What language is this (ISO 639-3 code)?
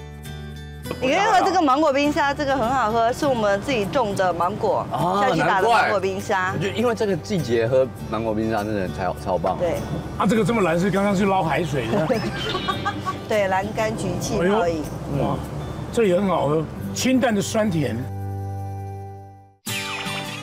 zho